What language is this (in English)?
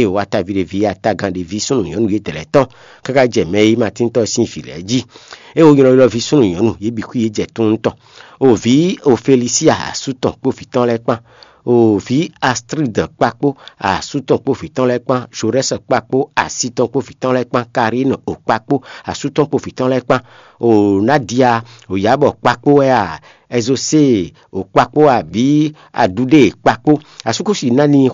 Fon